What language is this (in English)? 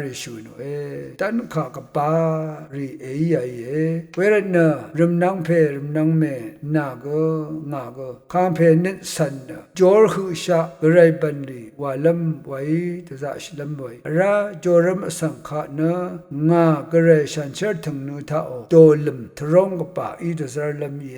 Rawang